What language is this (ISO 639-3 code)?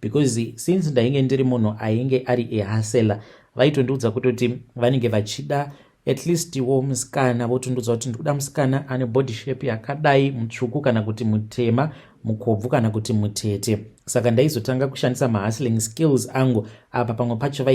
sna